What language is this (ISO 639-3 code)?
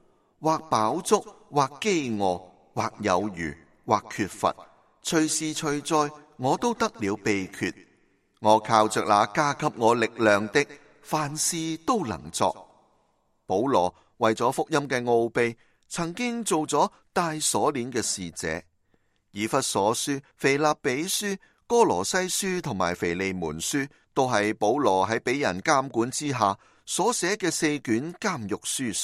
yue